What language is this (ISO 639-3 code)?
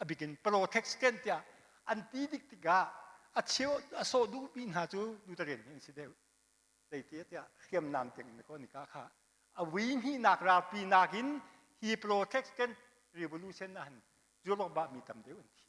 cnh